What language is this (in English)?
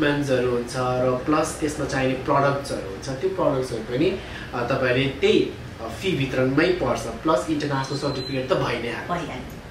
Nepali